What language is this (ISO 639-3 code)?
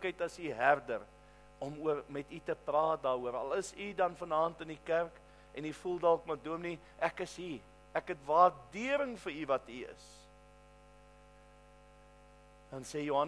afr